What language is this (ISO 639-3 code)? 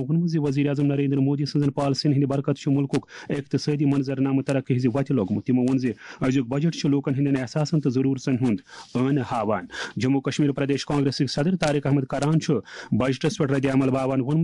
kas